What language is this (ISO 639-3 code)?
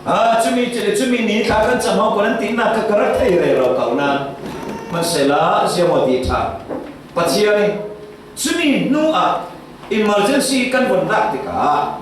cfm